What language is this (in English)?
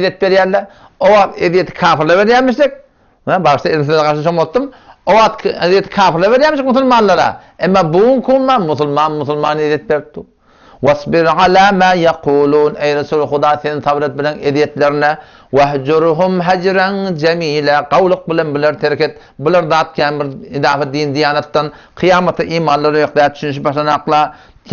Turkmen